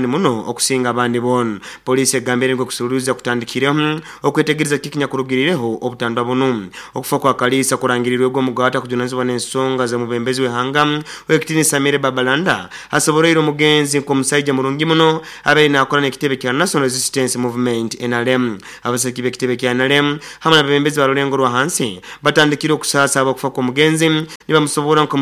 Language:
Nyoro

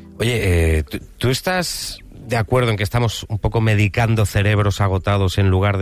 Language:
Spanish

